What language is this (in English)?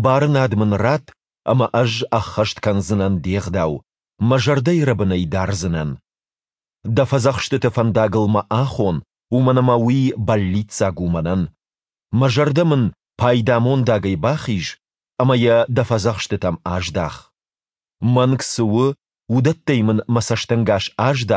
Ossetic